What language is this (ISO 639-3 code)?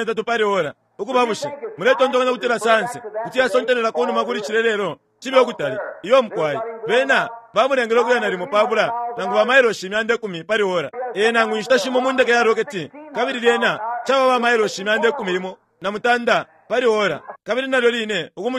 bem